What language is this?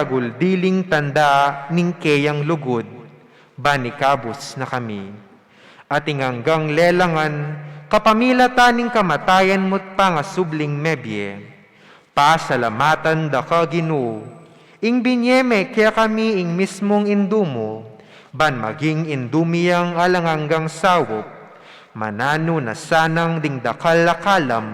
Pampanga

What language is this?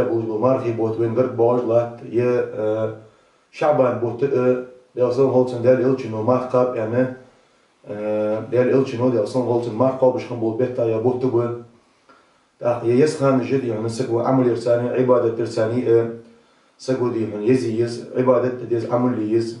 Ingush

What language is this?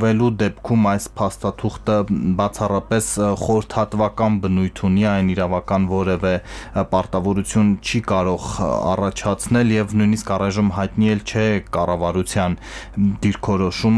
Armenian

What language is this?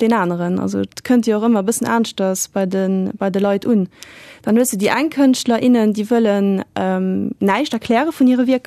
Luxembourgish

